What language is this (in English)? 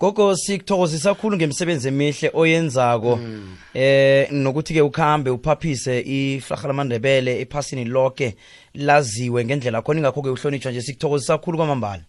South Ndebele